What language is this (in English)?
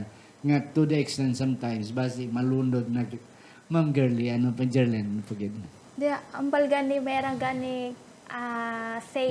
Hiligaynon